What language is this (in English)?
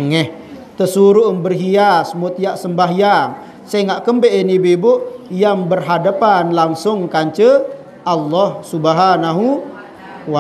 Sasak